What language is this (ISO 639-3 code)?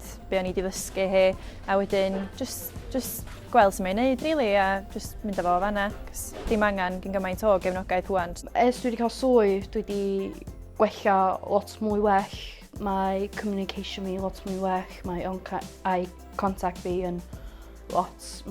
cym